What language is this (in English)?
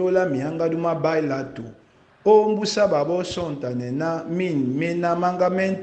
Duala